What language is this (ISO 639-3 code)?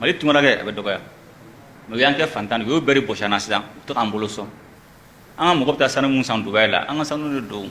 bam